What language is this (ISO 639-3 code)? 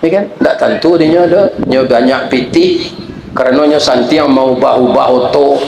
min